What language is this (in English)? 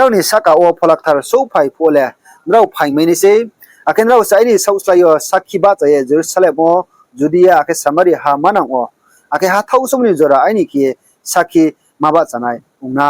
Riang (India)